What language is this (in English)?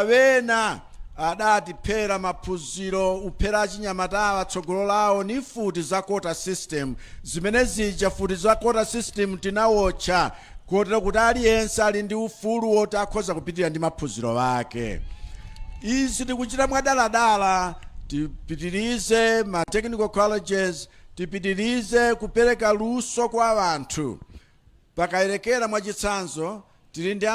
Nyanja